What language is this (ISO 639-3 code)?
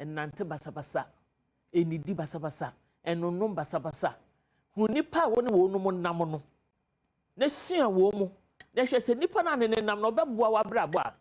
aka